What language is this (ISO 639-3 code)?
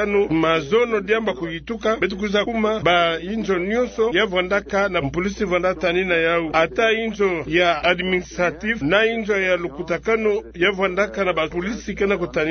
ktu